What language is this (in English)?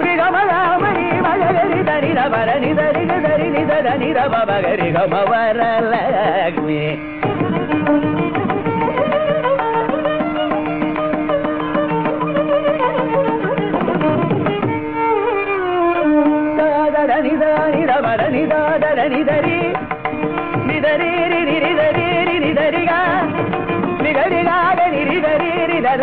Tamil